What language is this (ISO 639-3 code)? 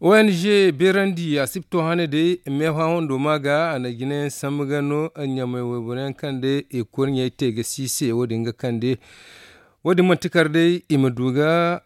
dje